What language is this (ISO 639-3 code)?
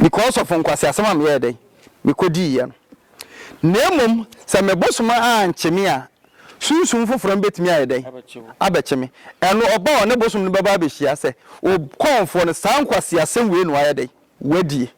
aka